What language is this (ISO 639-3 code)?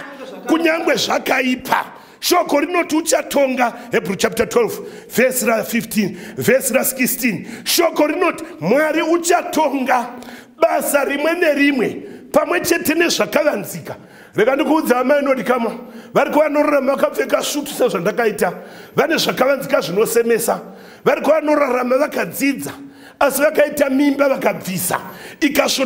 sna